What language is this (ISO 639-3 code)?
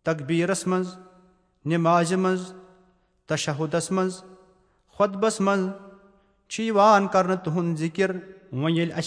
kas